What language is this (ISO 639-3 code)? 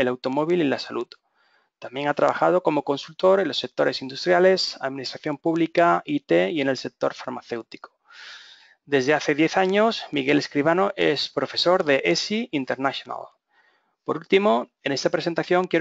spa